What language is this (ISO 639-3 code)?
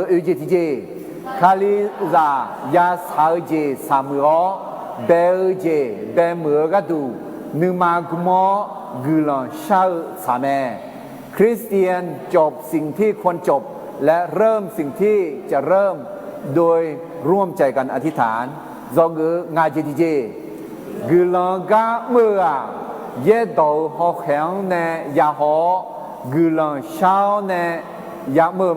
ahk